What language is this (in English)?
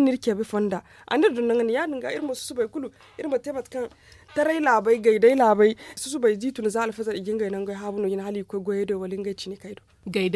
Zarma